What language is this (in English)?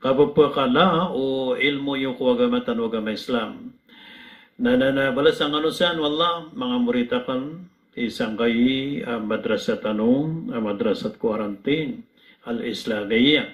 Maranao